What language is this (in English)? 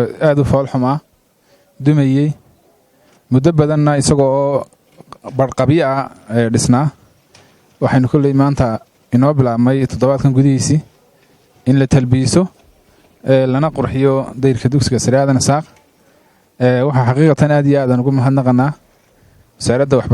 Somali